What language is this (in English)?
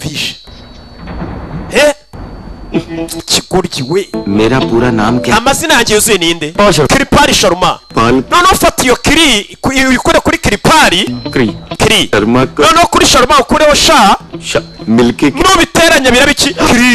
Kinyarwanda